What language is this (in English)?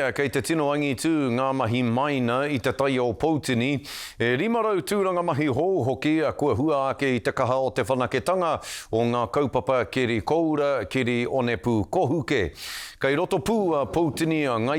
Māori